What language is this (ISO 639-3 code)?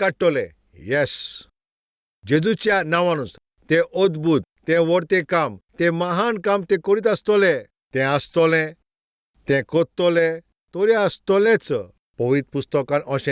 kok